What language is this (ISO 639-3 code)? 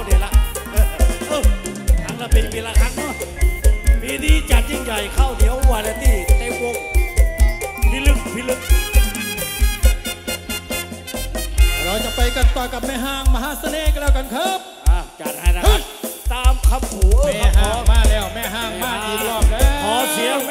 tha